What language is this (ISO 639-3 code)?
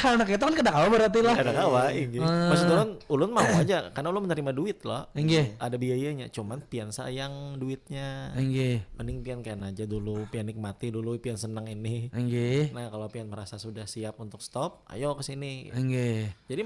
bjn